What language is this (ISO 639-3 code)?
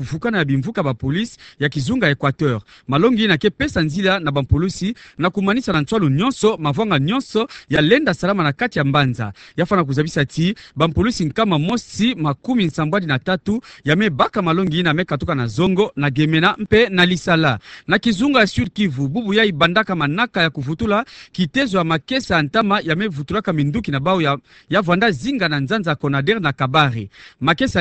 ktu